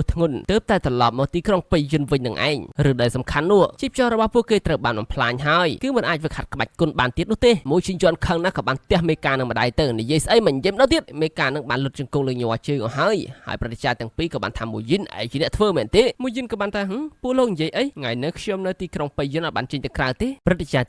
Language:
Khmer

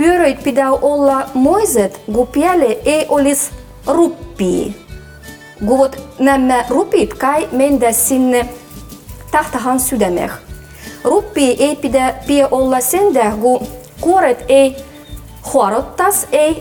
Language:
Livvi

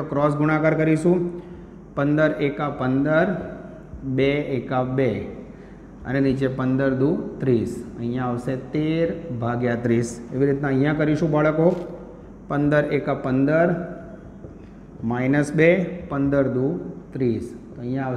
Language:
Gujarati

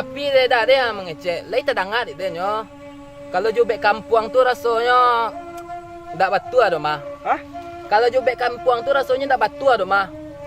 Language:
Minangkabau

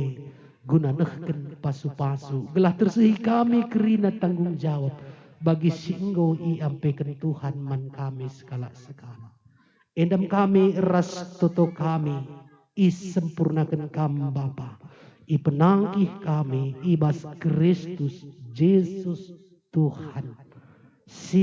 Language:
Batak Karo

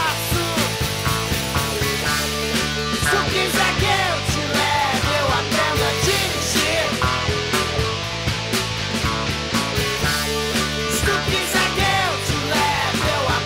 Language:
Portuguese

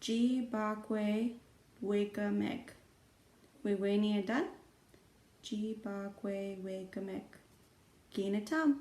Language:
Chippewa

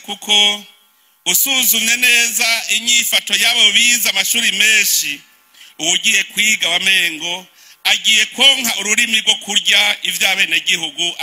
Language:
Rundi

